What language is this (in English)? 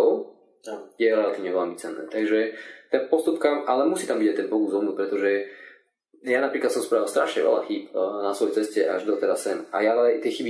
Slovak